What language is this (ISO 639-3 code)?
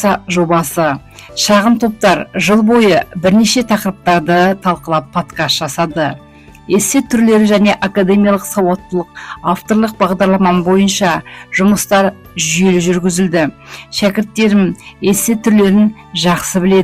kaz